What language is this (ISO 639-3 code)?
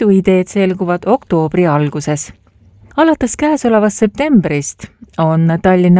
est